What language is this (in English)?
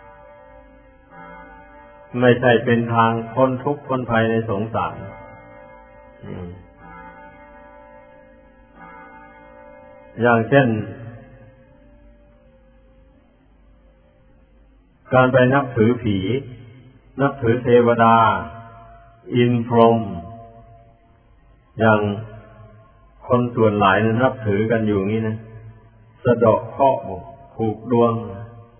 Thai